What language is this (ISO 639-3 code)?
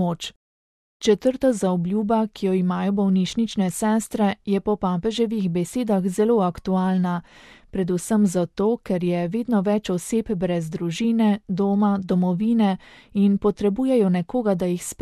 slv